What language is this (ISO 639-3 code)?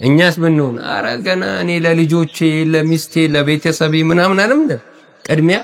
amh